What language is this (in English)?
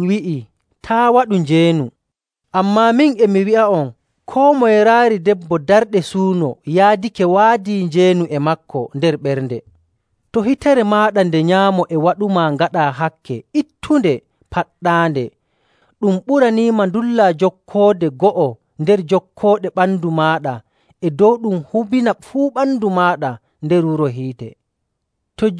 Nigerian Fulfulde